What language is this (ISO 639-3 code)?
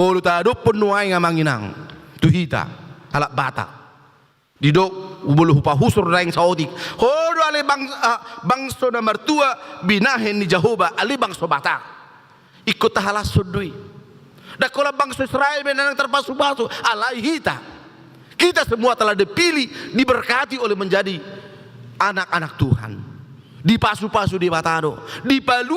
bbc